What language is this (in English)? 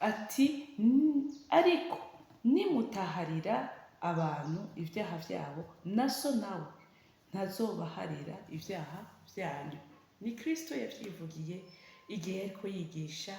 Rundi